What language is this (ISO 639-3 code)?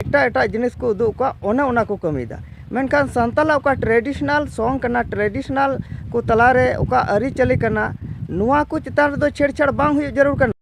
sat